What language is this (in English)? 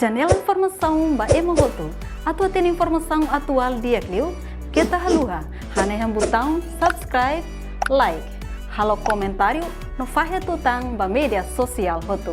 Tetum